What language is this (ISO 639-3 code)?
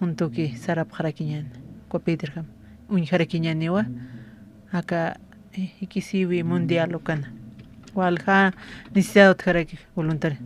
aym